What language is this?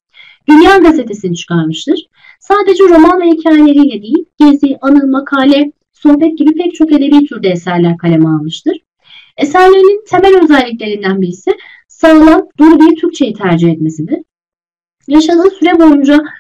Turkish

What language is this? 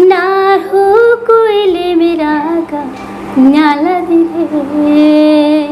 Santali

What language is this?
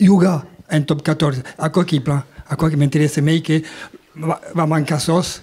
Occitan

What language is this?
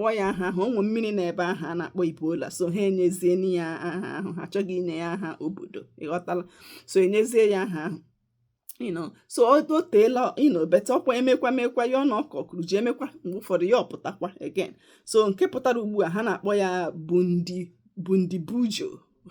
Igbo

